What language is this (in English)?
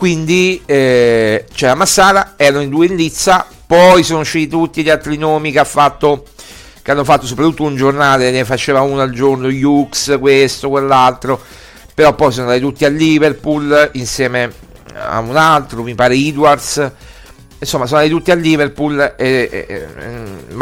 Italian